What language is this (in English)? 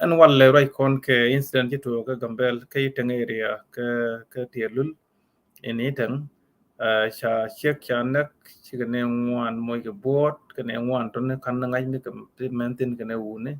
Nuer